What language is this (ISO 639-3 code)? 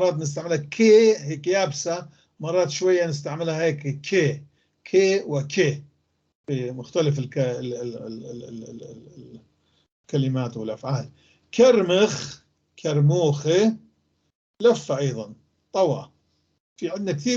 apc